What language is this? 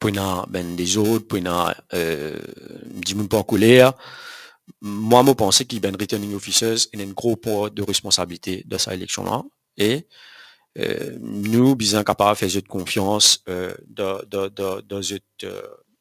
Morisyen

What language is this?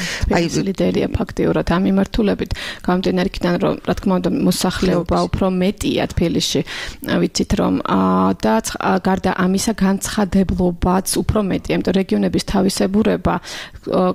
Georgian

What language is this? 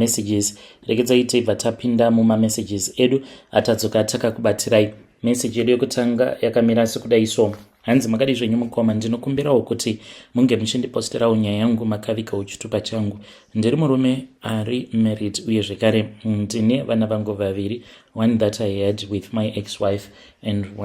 Shona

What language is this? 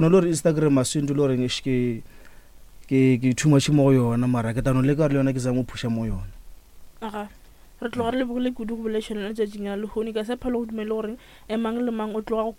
Northern Sotho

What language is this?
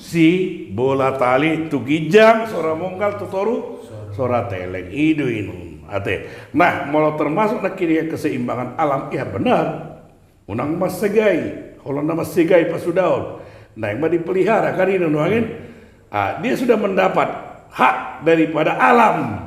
Batak Toba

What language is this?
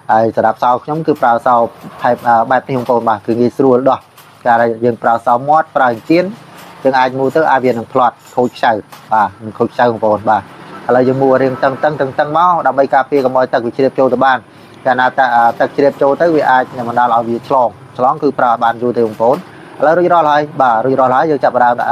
Khmer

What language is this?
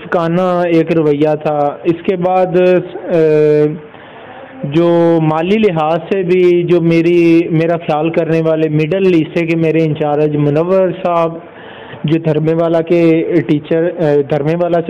Urdu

